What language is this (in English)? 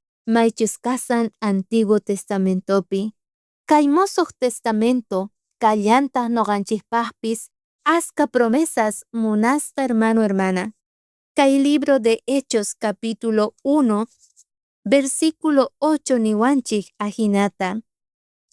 South Bolivian Quechua